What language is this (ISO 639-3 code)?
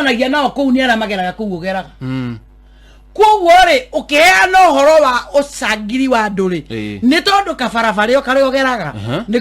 kik